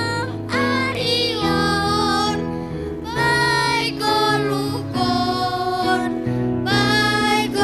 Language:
Batak Simalungun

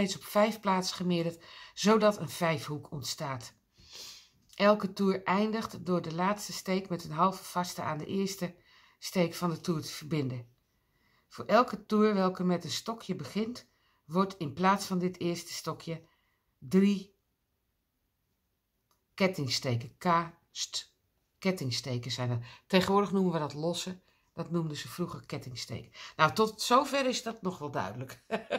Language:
Dutch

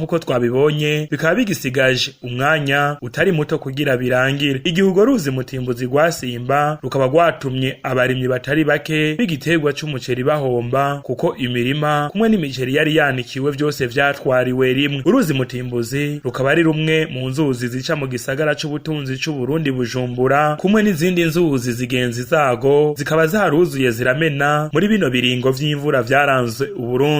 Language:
Rundi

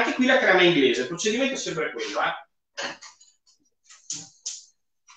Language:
Italian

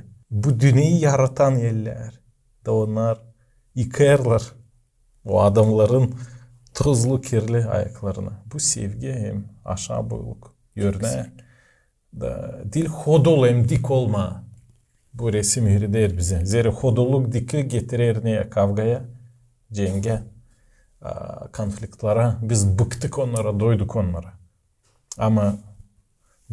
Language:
Gagauz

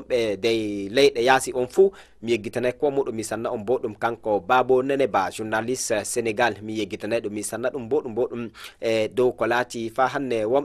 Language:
Fula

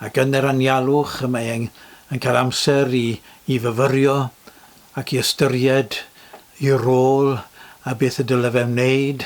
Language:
Welsh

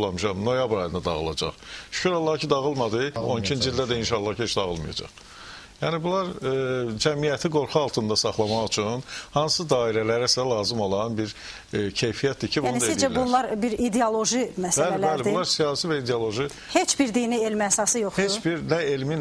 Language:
Azerbaijani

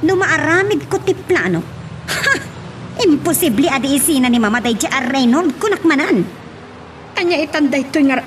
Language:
Iloko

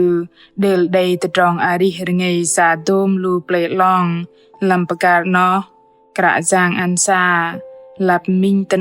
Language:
Bahnar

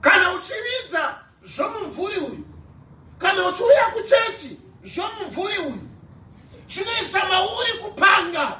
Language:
Shona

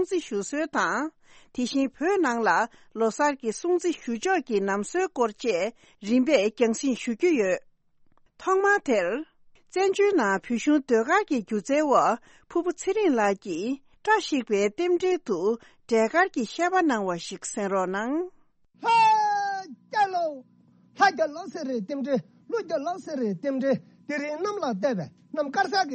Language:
Tibetan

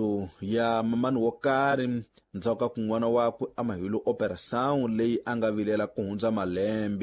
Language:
Tsonga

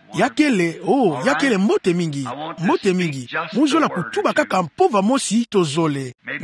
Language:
Kituba (Democratic Republic of Congo)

